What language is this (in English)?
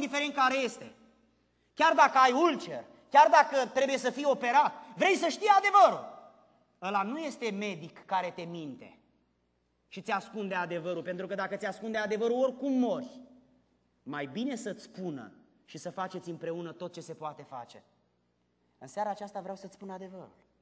Romanian